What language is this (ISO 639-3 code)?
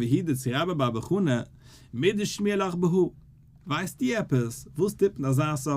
yid